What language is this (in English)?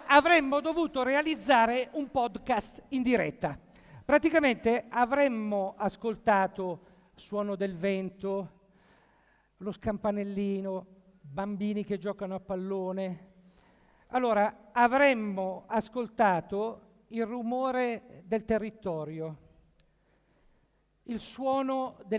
Italian